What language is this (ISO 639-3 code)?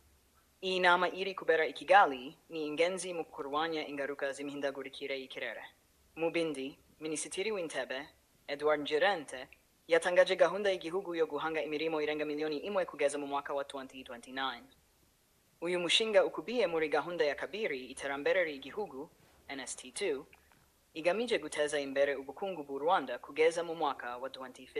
kin